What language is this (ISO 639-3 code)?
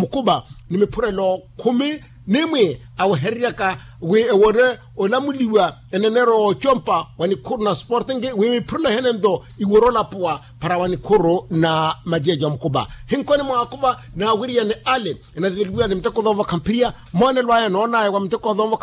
vmw